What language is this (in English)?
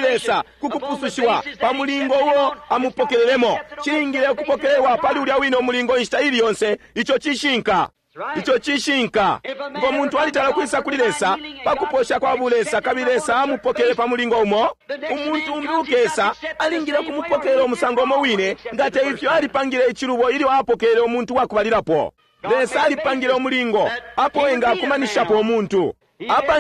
Bemba